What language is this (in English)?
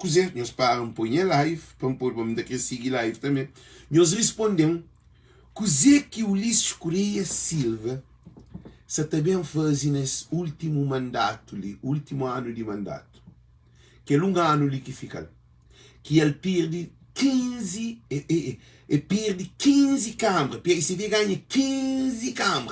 Kabuverdianu